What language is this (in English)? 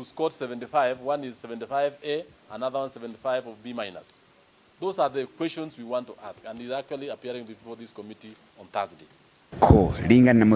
Meru